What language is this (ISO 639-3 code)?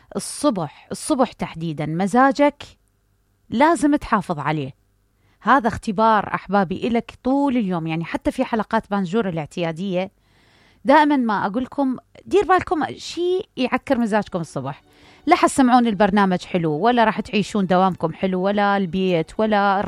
acm